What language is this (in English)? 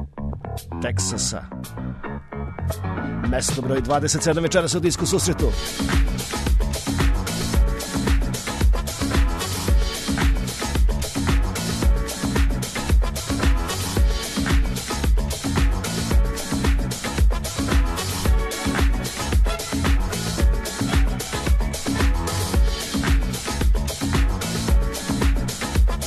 Serbian